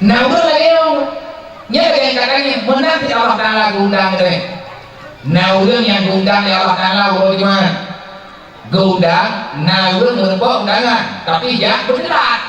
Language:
Achinese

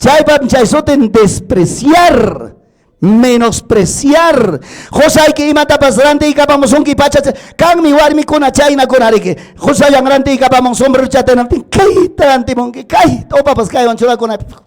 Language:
Ayacucho Quechua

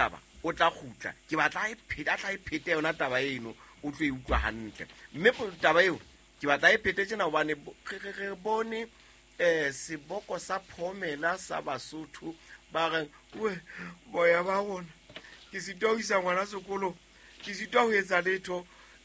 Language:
Southern Sotho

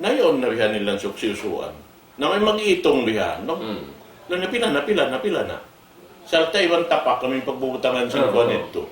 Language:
Tausug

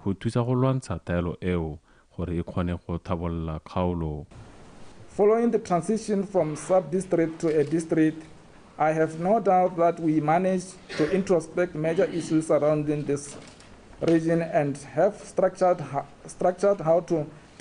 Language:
Tswana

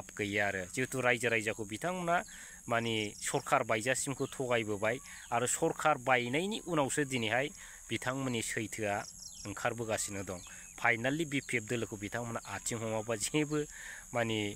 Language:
Bodo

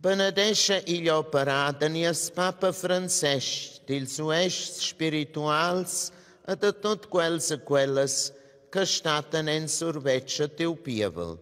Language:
Romansh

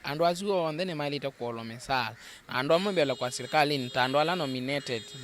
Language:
Kamba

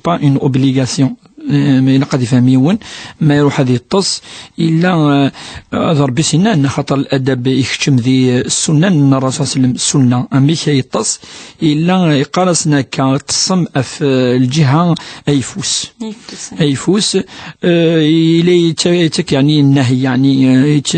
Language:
Kabyle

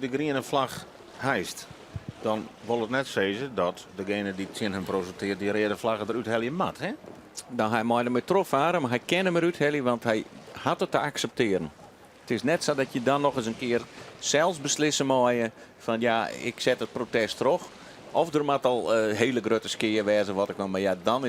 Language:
Western Frisian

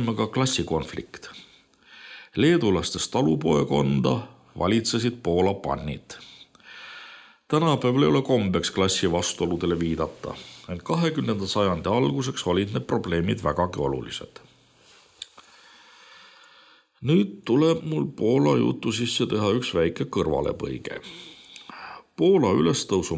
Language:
Estonian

